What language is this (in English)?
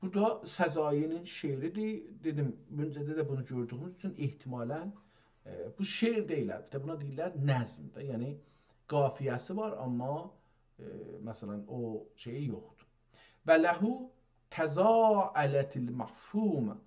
South Azerbaijani